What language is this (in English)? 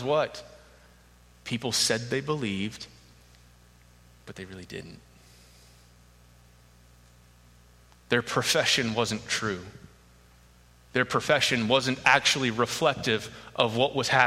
English